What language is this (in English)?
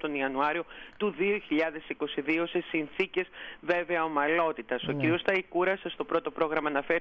Greek